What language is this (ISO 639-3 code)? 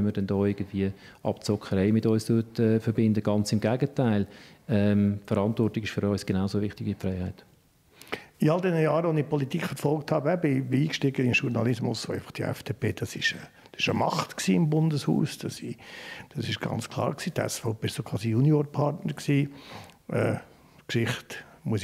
gsw